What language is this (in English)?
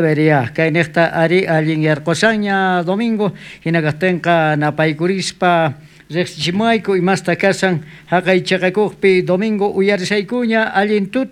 South Bolivian Quechua